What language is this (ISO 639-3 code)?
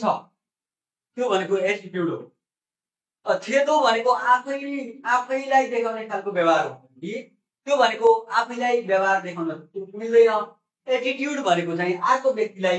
nep